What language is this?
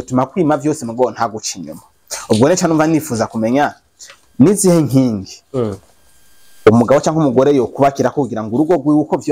Rundi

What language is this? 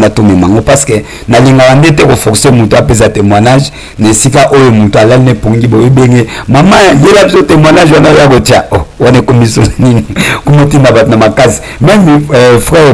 Lingala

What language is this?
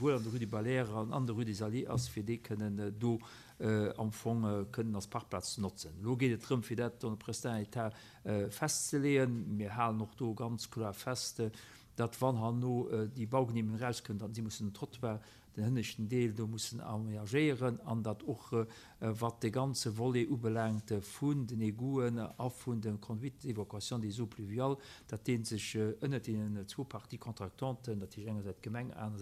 Luxembourgish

